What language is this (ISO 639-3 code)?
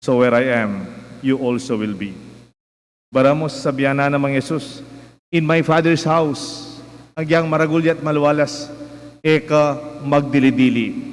pam